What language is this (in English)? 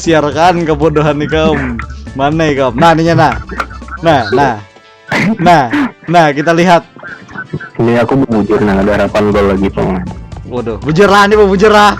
Banjar